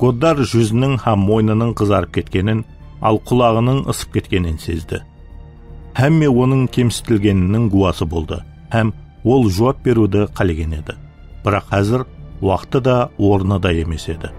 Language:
Kara-Kalpak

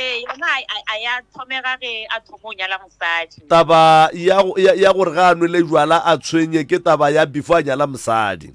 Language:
Northern Sotho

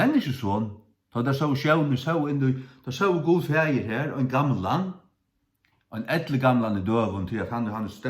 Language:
Faroese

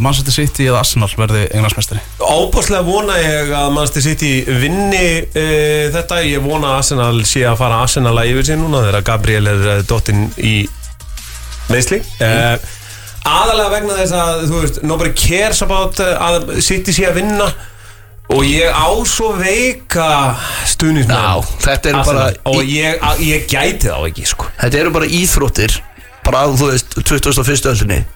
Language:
Icelandic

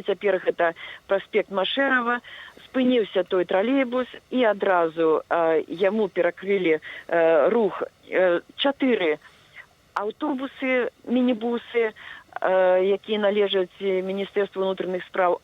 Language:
Belarusian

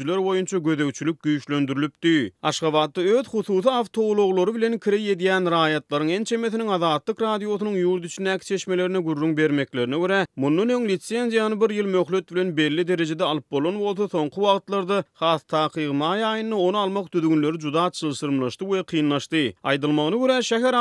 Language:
Turkmen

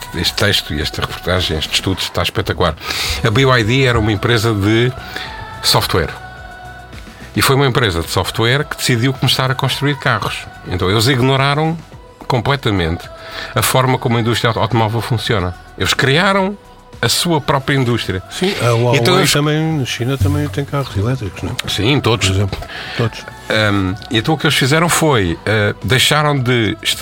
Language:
Portuguese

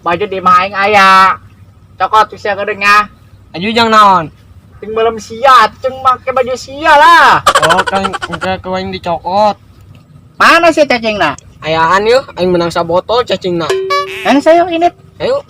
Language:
Sundanese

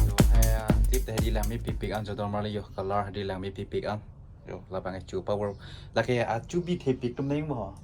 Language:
Karbi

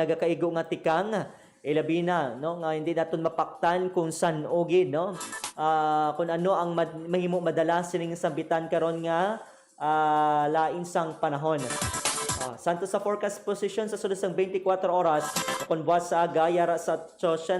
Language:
Hiligaynon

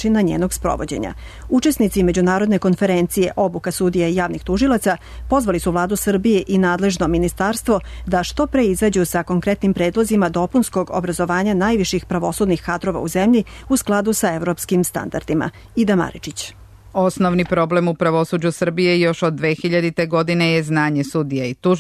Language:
Serbian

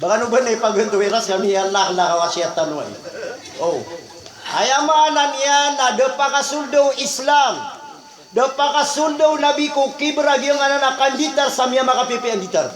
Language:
Maranao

